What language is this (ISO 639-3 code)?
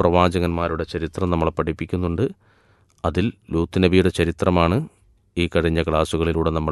mal